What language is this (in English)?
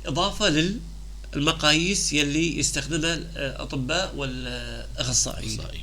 North Levantine Arabic